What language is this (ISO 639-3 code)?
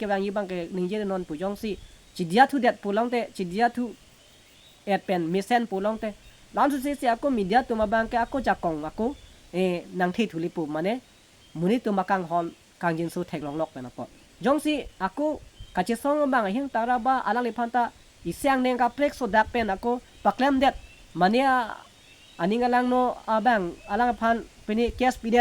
mjw